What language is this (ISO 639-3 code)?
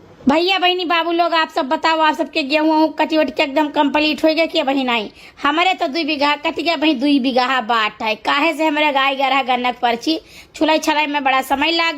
awa